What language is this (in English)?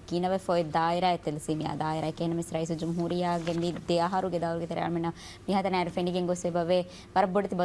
Divehi